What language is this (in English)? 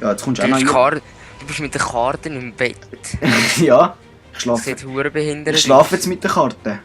Swiss German